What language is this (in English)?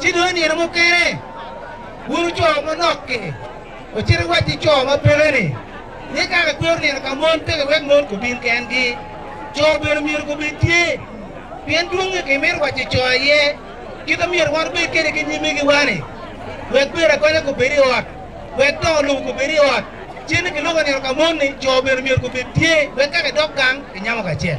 Acoli